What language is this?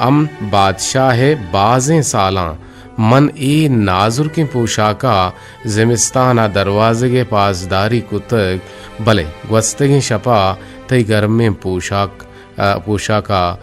Eastern Balochi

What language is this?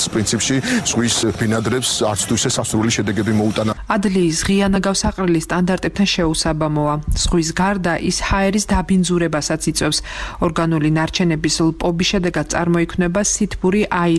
Georgian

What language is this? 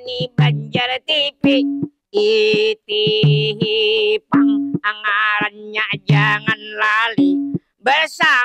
Banjar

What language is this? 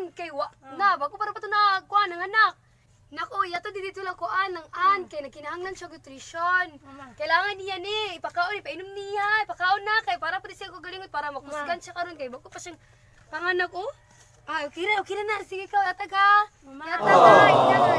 Cebuano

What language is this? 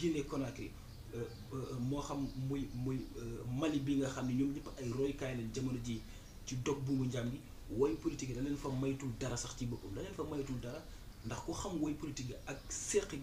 Wolof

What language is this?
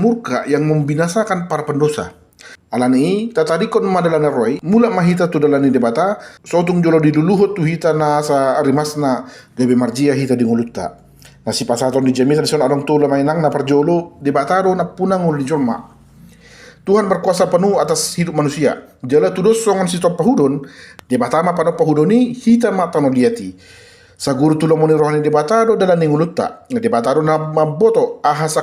Batak Toba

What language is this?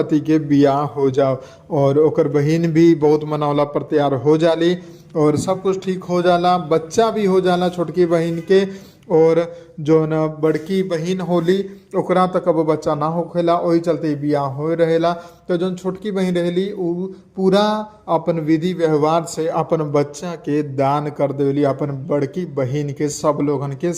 Bhojpuri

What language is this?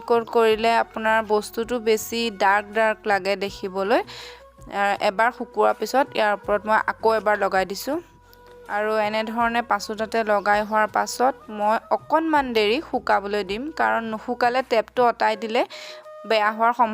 Assamese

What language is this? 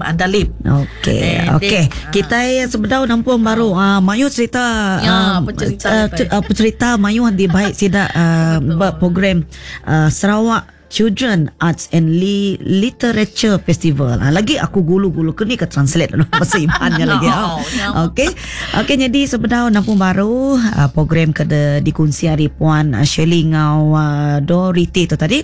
Iban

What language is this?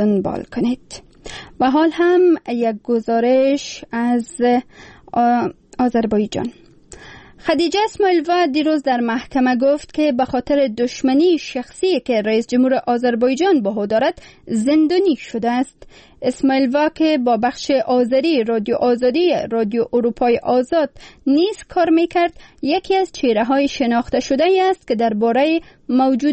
Persian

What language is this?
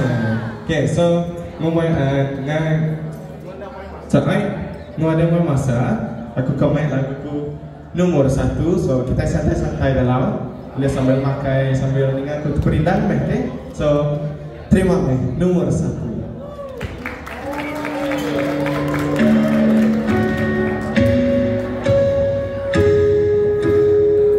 Malay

